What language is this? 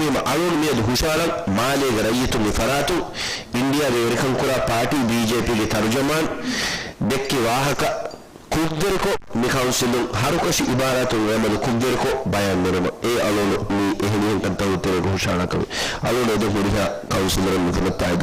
Divehi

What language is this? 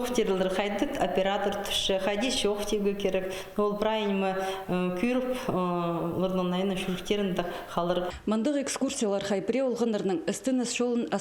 Khakas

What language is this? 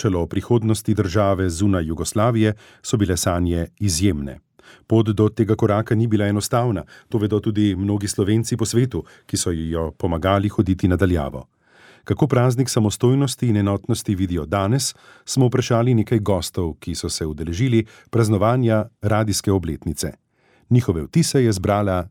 Slovenian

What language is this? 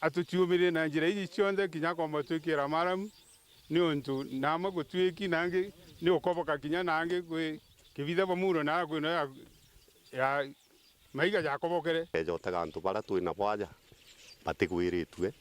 Meru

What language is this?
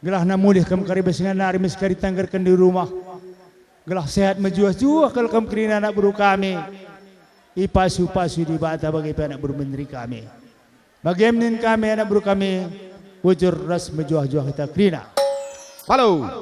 Batak Karo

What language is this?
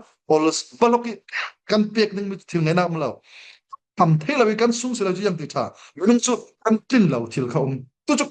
Falam Chin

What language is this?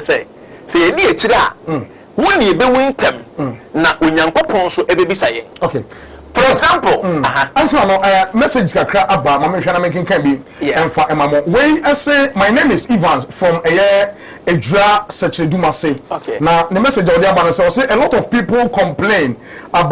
Akan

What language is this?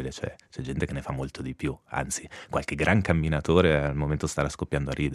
Italian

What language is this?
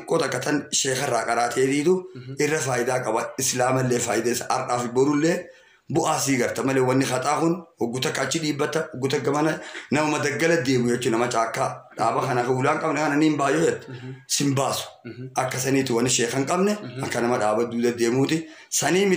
Oromo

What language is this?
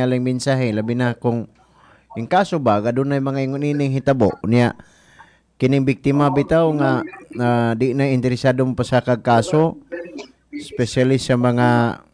Cebuano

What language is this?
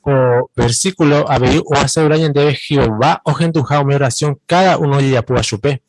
Guarani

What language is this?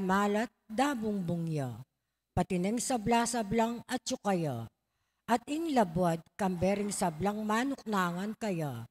Pampanga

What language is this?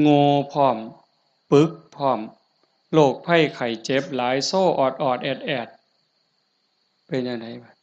Northeastern Thai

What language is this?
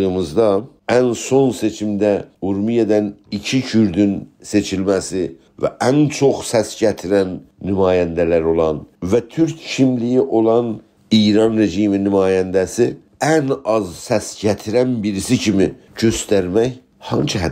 South Azerbaijani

